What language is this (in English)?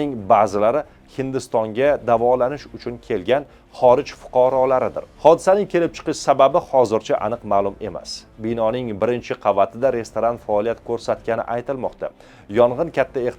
Uzbek